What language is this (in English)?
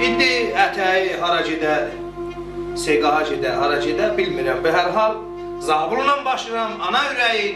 South Azerbaijani